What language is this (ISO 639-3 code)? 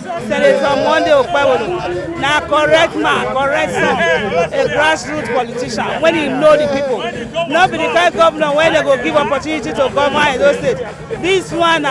pcm